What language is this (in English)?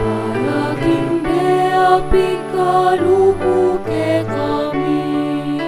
Pampanga